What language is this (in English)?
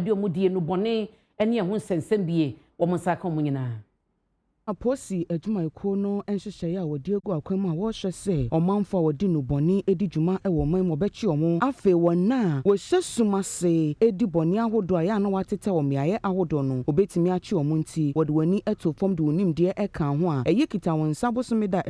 Akan